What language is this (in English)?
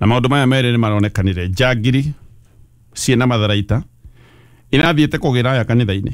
Kikuyu